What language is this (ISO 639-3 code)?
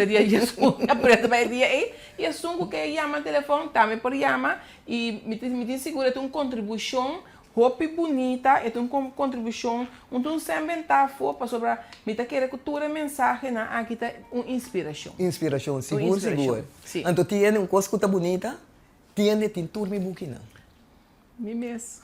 pap